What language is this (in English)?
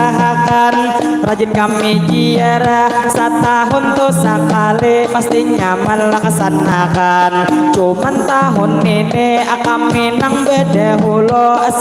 Banjar